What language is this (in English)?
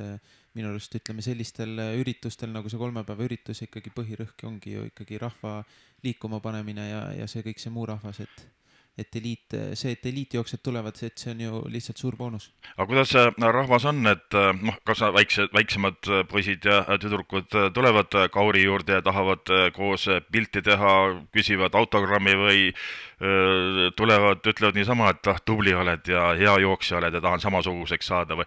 Estonian